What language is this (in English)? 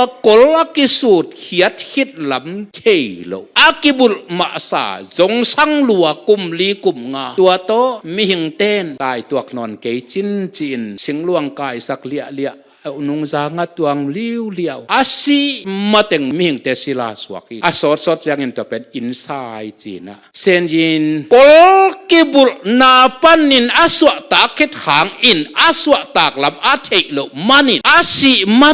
Tedim Chin